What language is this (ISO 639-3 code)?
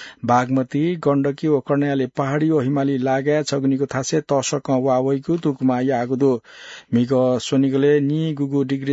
new